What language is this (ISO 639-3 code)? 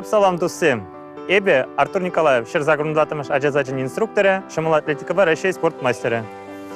chv